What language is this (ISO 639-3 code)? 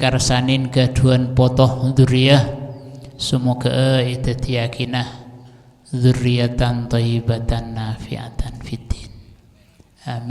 mad